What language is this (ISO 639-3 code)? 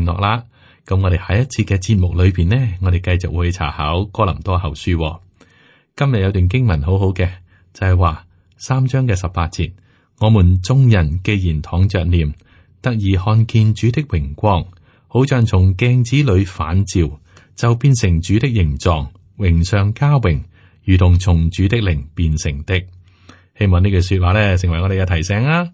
yue